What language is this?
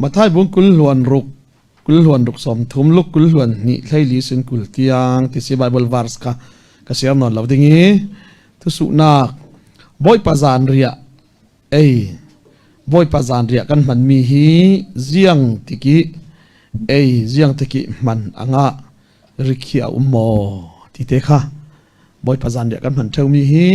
Falam Chin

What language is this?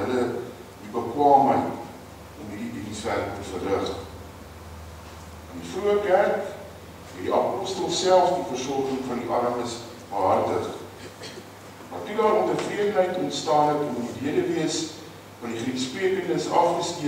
Afrikaans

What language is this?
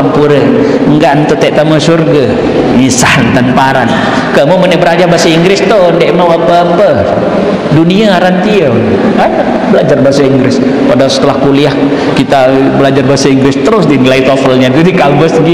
Sasak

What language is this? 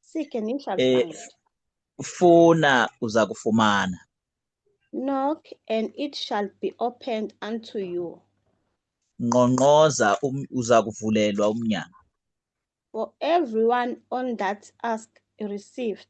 Zulu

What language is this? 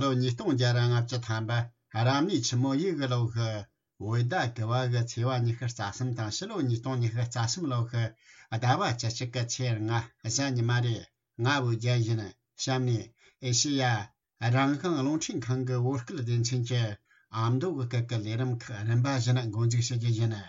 Tibetan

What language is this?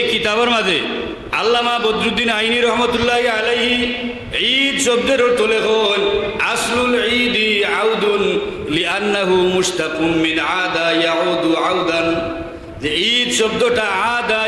Sylheti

